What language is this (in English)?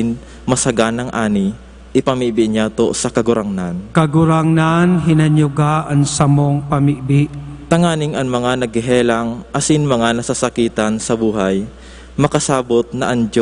Bikol